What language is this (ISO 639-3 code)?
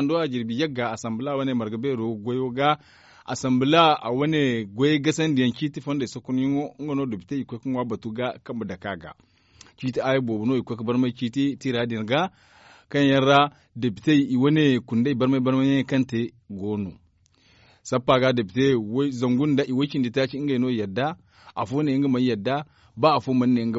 dje